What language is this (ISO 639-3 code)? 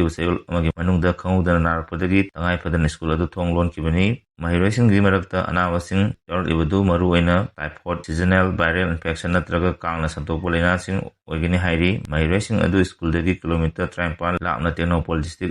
mni